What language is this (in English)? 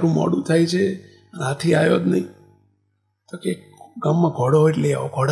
Gujarati